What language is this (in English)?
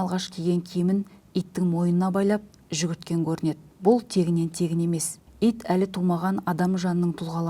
Kazakh